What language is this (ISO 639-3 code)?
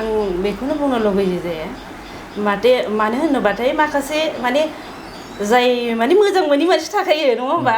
brx